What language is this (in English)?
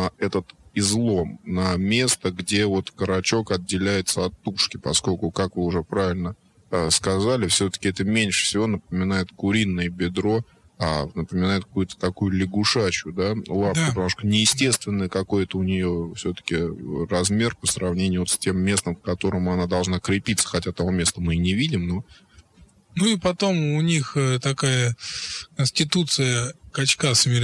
Russian